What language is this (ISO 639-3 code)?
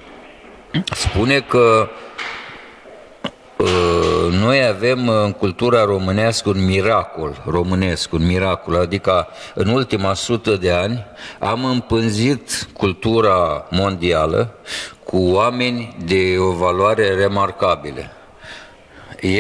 ron